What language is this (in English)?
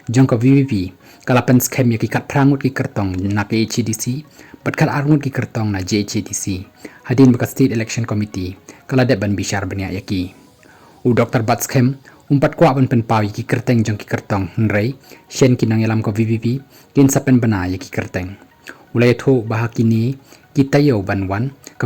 Khasi